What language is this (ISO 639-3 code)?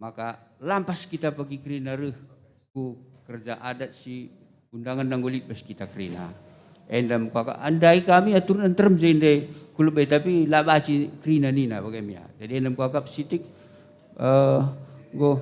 btx